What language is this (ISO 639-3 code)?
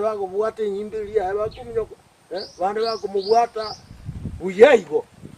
guz